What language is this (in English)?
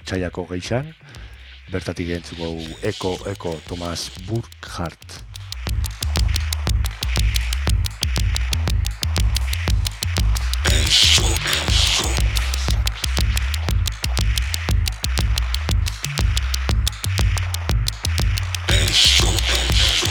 Basque